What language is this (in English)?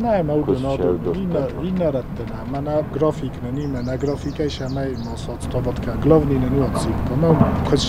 Ossetic